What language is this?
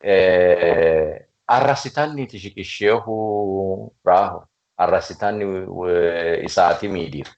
Sidamo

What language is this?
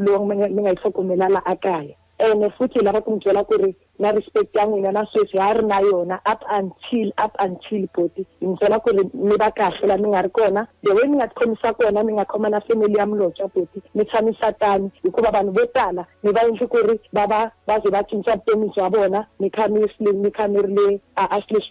Tsonga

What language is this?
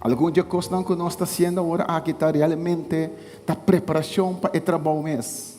Papiamento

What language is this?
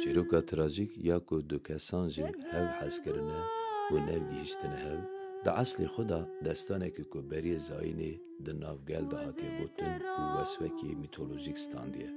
Kurdish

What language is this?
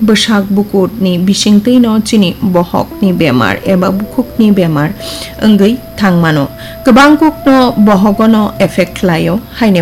Kok Borok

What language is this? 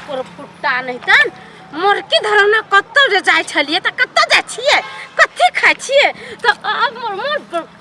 Maithili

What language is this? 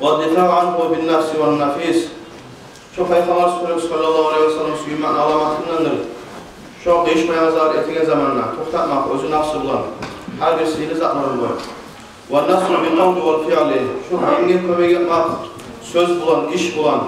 Kumyk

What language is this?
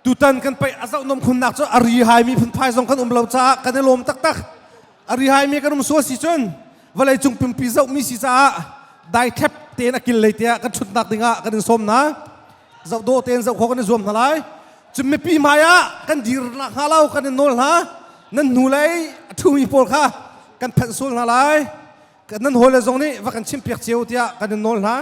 Hakha Chin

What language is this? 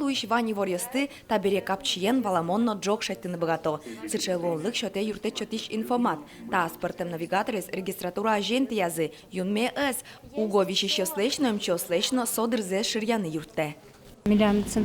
Udmurt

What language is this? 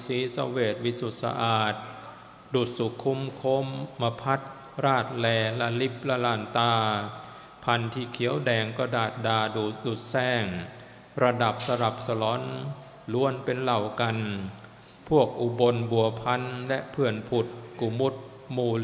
Thai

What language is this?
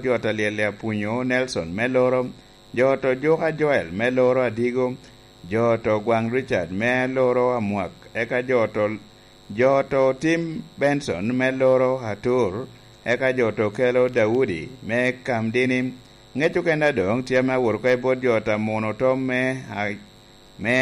Lango (Uganda)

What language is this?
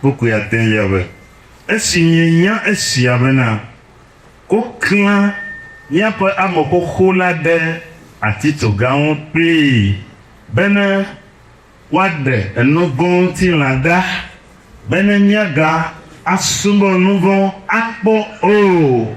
Ewe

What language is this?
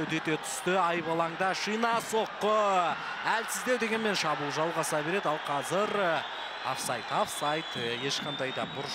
Kazakh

